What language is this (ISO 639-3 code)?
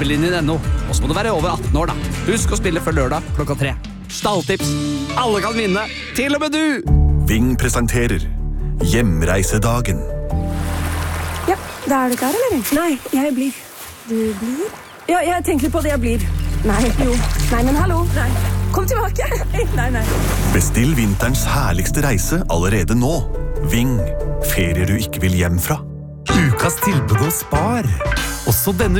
nor